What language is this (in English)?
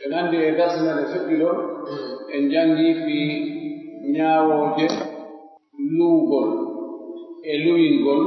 Pular